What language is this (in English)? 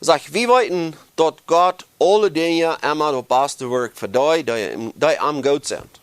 Plautdietsch